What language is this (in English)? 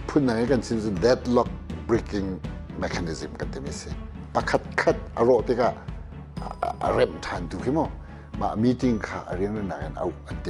Hakha Chin